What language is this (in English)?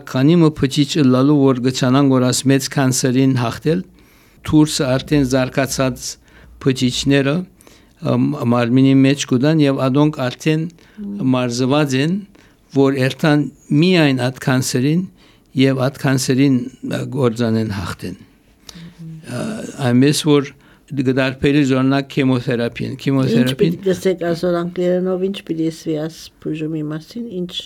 Armenian